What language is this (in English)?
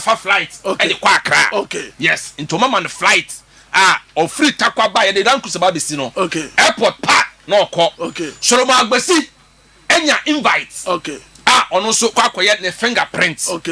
Akan